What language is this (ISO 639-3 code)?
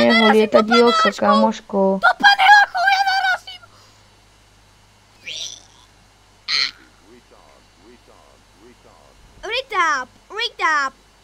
slk